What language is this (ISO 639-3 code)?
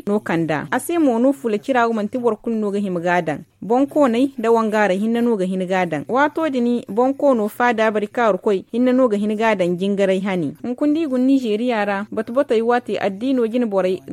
dje